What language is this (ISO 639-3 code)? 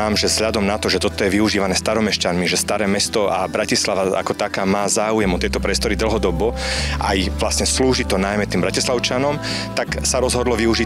slk